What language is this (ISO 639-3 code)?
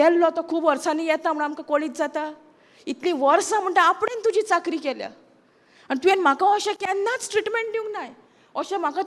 kok